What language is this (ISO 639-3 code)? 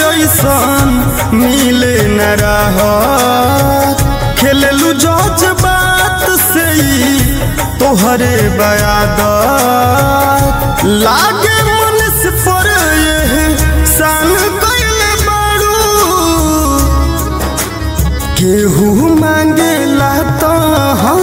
bho